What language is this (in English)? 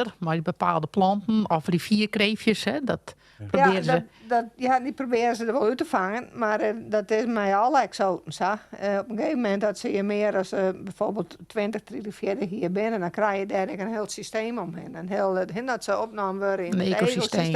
Western Frisian